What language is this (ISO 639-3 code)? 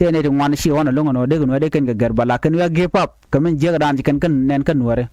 nus